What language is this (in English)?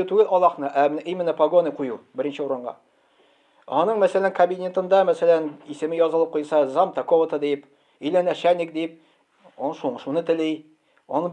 Tatar